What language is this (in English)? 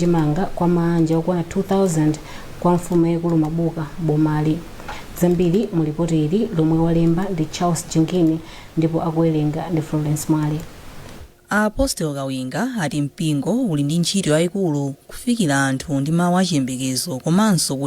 Nyanja